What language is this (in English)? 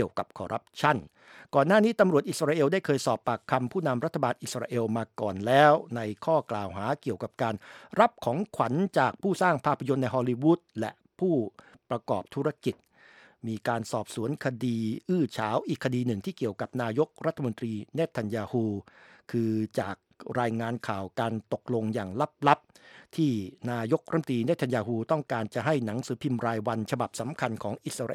Thai